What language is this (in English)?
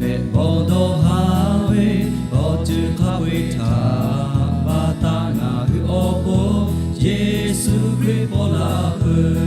Lahu